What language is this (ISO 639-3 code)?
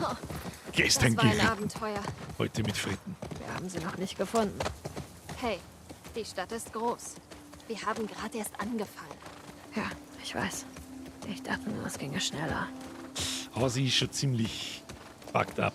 bar